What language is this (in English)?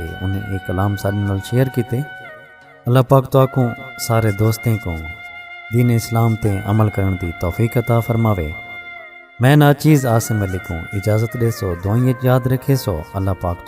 Saraiki